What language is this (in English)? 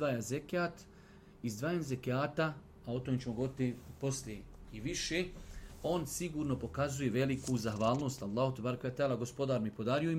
Bosnian